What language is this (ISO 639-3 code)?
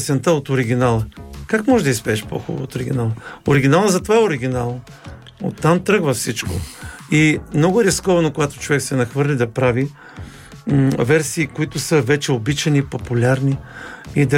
bul